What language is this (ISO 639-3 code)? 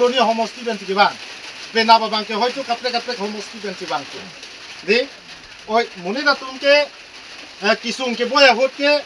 mjw